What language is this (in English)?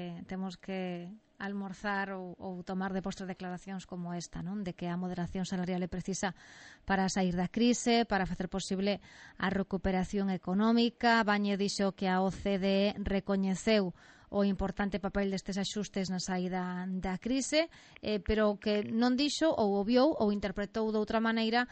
Galician